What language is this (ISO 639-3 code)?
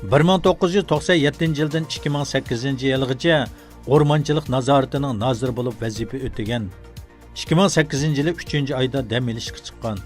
uig